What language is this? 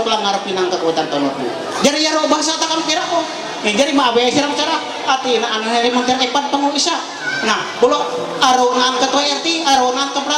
Ma'anyan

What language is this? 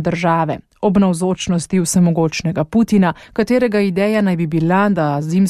Slovenian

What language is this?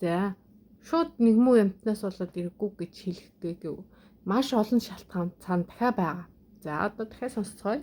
Mongolian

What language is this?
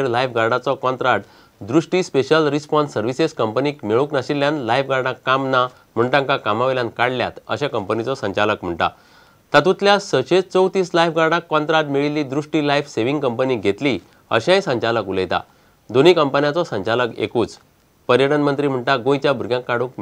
Konkani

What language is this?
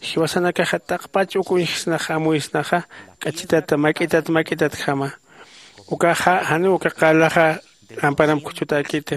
Aymara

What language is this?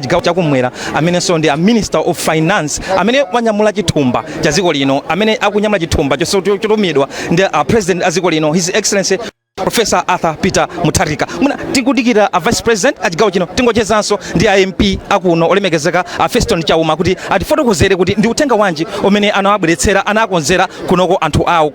Nyanja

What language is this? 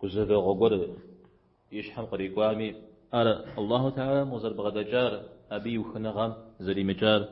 Kabardian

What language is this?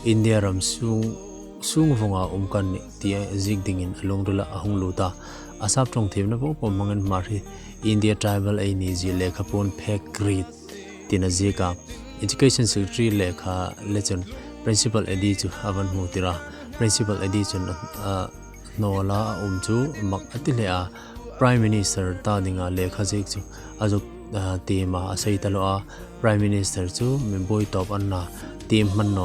Hmar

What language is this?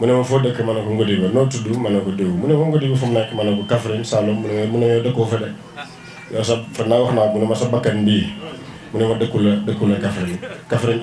Wolof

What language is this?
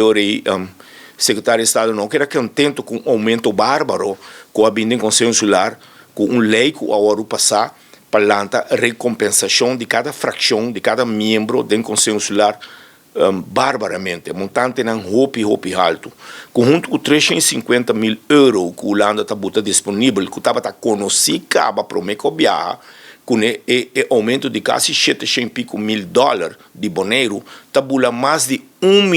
Papiamento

